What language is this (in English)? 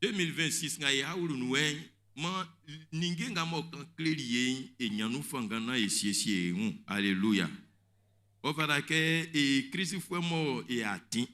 Baoulé